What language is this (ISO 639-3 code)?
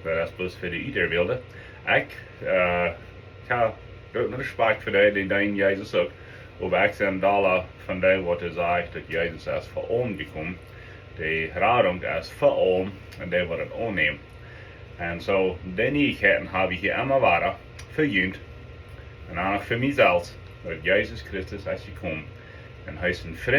pdt